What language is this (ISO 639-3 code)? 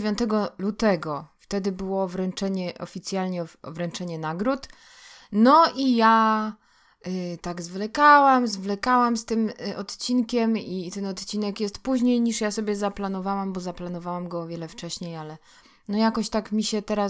pol